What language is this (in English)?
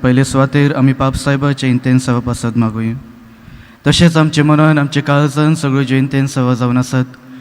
Konkani